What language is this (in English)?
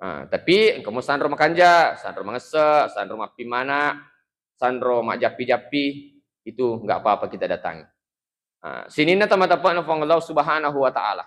Buginese